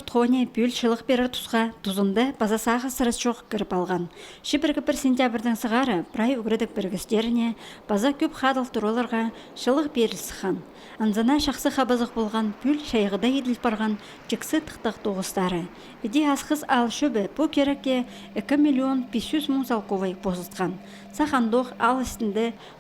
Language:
Khakas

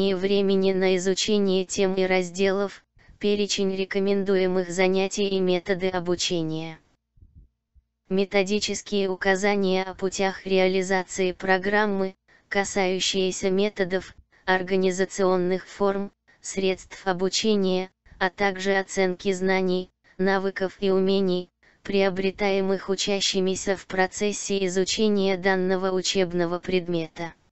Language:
Russian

